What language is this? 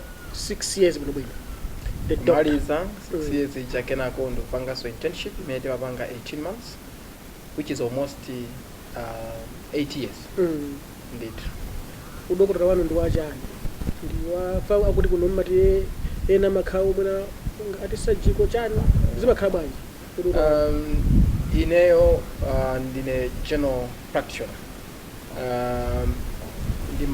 Nyanja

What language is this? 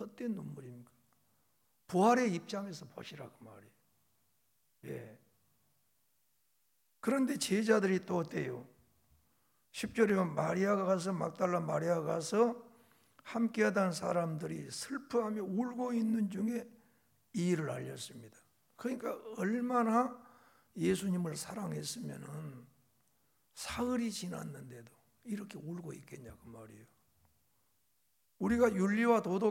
Korean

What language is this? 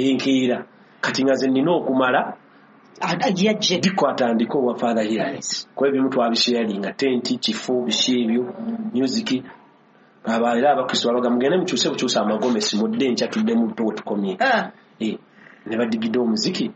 Ganda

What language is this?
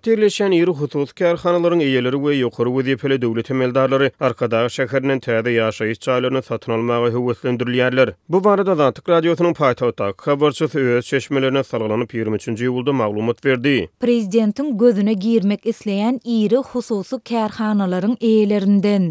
Turkmen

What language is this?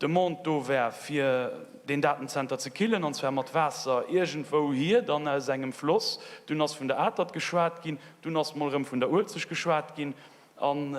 Luxembourgish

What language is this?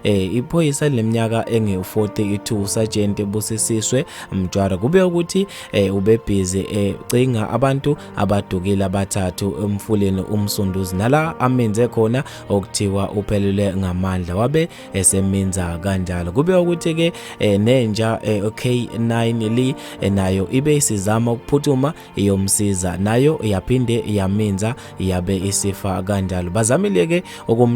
Zulu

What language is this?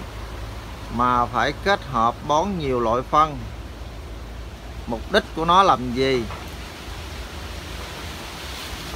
Vietnamese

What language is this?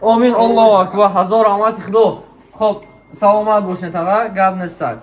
Tajik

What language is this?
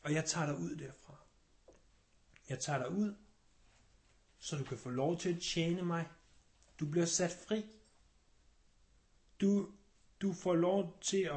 Danish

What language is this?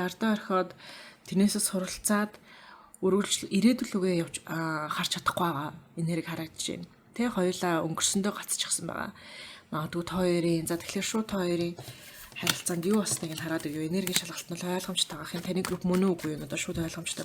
Mongolian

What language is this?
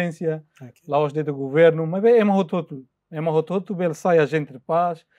Tetum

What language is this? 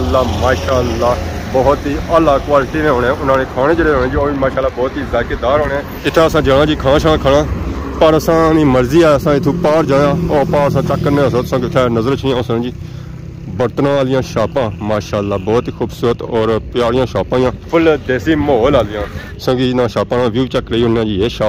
Pahari-Potwari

